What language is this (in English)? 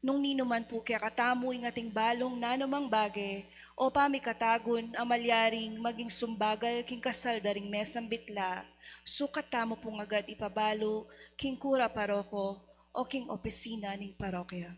Pampanga